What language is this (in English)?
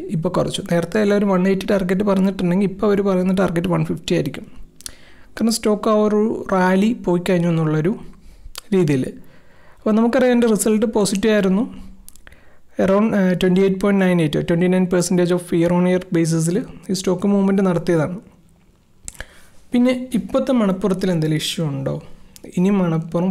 Malayalam